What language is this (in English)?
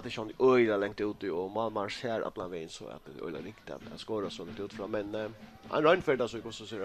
Faroese